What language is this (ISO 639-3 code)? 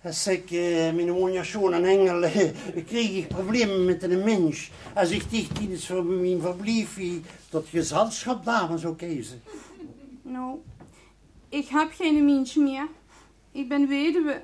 lim